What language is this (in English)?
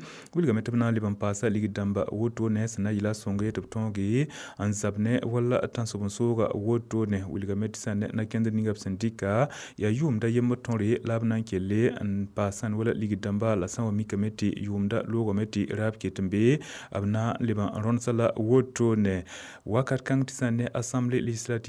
Mossi